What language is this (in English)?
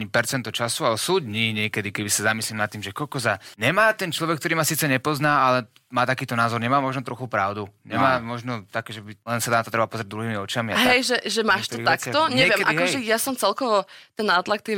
Slovak